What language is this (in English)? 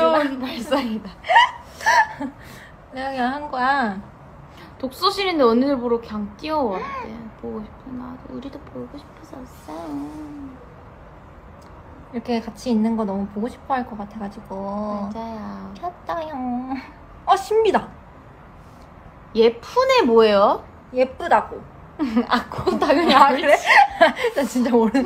Korean